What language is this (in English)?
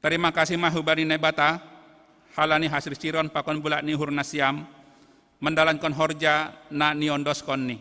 Batak Simalungun